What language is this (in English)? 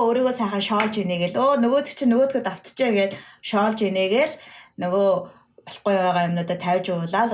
Mongolian